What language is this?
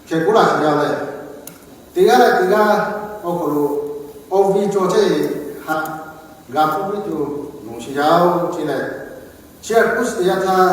Lahu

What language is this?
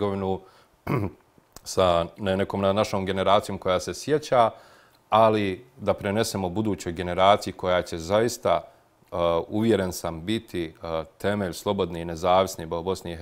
Bosnian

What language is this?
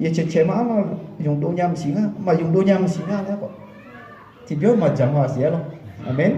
Akha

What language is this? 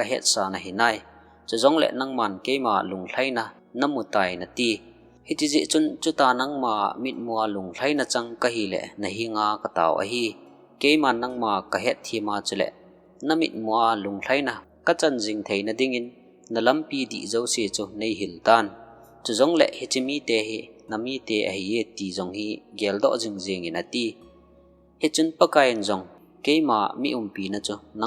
Thado Chin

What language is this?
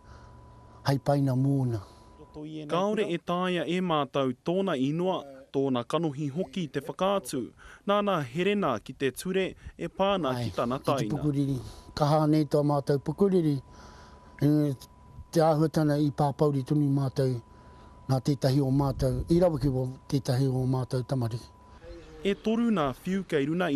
Māori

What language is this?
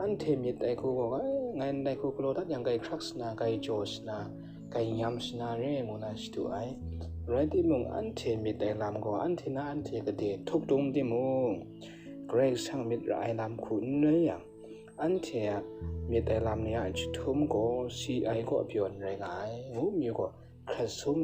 Kachin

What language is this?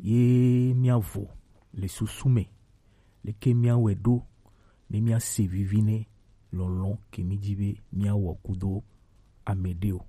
Gen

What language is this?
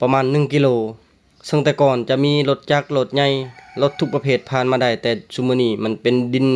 Lao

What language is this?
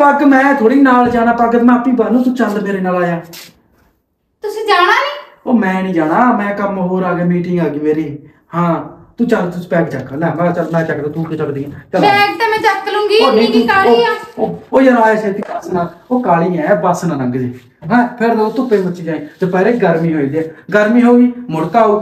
Punjabi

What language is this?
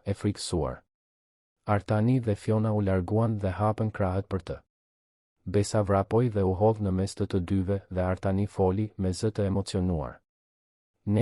Albanian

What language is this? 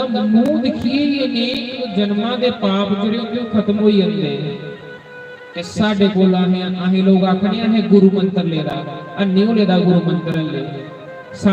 Dogri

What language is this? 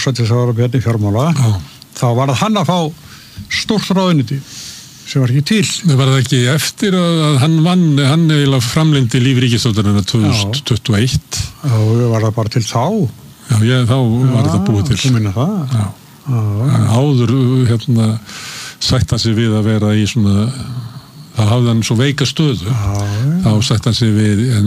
Icelandic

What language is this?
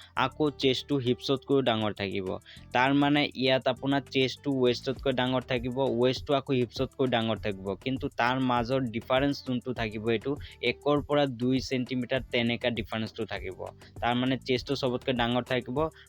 Assamese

